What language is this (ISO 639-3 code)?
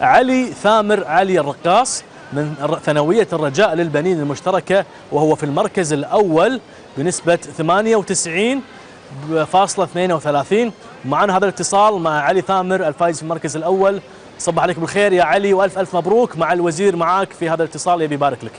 afb